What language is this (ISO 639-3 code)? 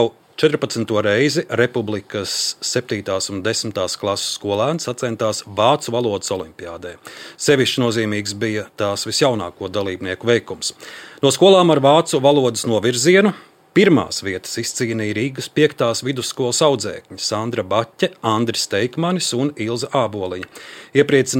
lav